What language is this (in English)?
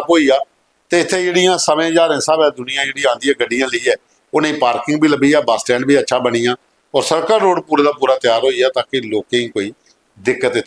Dogri